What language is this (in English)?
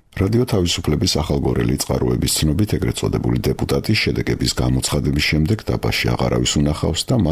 Georgian